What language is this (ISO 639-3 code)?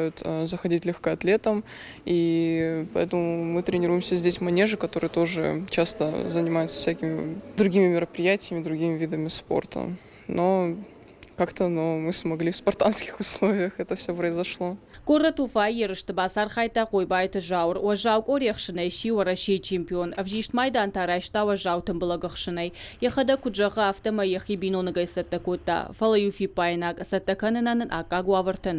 oss